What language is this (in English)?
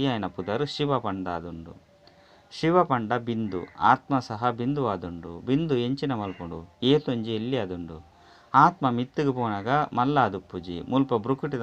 Tulu